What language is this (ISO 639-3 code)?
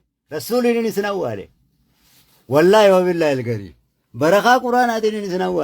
orm